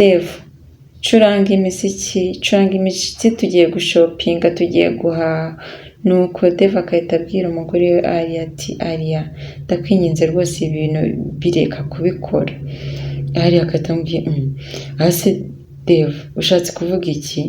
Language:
Kinyarwanda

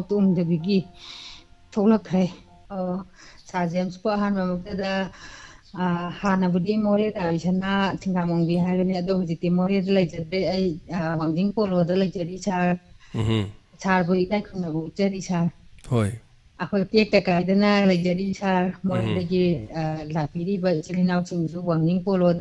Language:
Manipuri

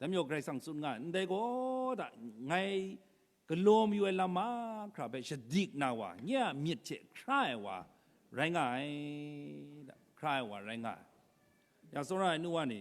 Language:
Kachin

